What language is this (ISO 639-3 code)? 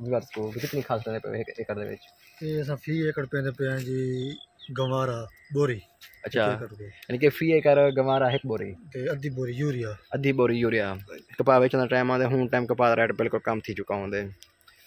skr